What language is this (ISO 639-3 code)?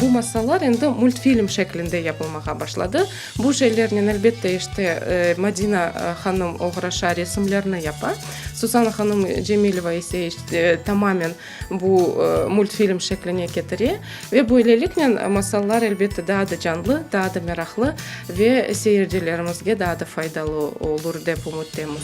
crh